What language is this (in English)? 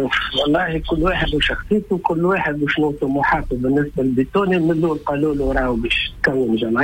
Tunisian Arabic